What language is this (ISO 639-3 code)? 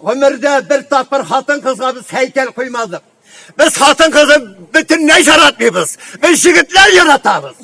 tat